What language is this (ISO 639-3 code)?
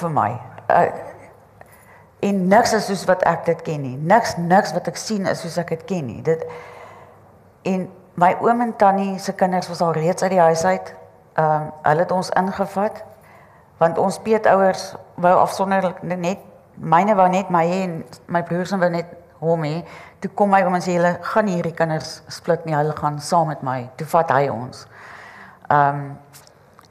afr